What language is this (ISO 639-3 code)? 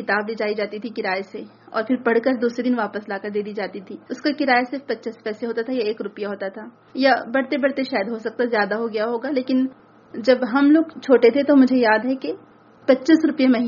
urd